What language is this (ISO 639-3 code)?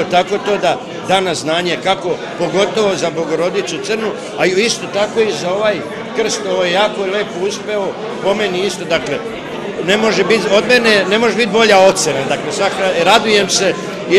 srp